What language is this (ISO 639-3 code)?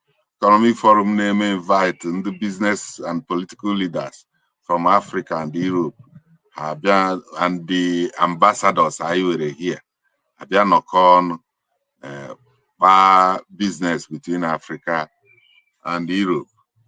ibo